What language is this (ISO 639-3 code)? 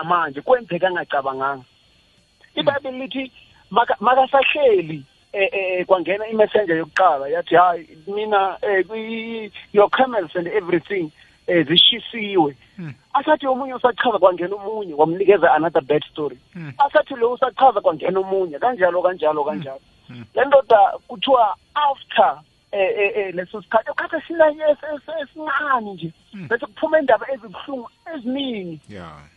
nbl